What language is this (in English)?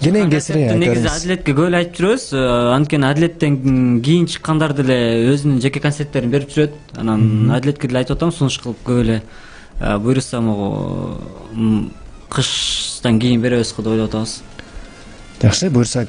Kyrgyz